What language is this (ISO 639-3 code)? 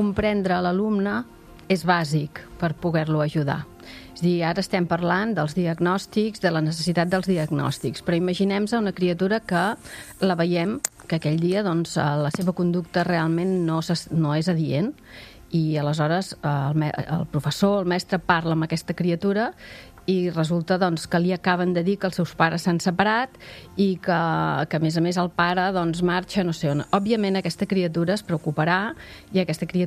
cat